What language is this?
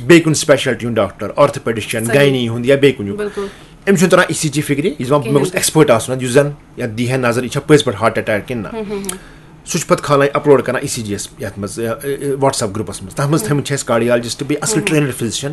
Kashmiri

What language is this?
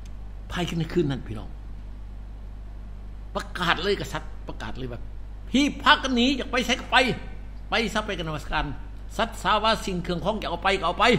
Thai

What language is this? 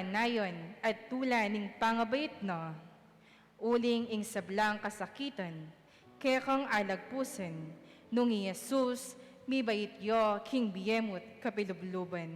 Pampanga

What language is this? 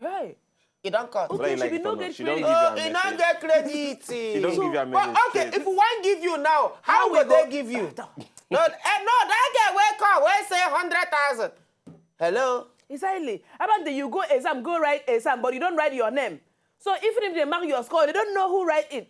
Nigerian Pidgin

